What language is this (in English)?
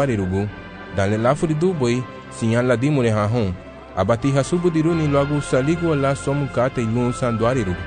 Garifuna